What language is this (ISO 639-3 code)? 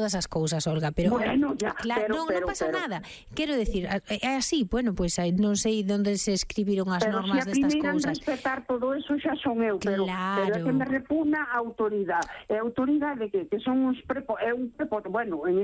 glg